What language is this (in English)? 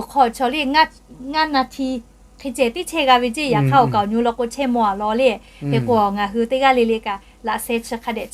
Lahu